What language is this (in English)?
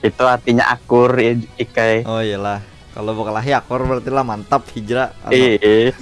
Banjar